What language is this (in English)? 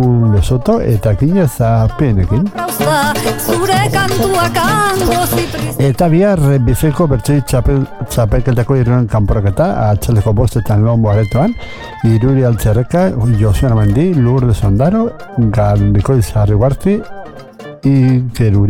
Basque